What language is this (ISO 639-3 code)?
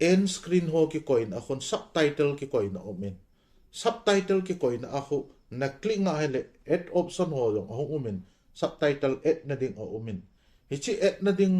tcz